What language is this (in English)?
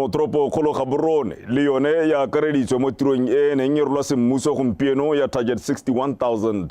Tswana